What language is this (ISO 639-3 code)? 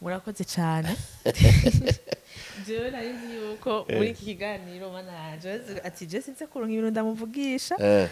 run